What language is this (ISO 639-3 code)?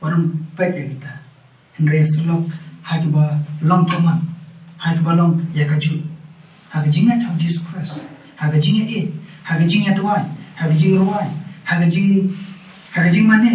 kha